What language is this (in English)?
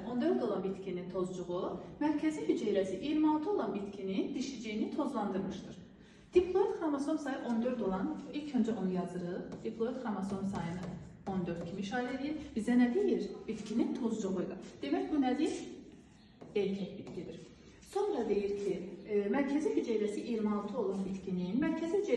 Azerbaijani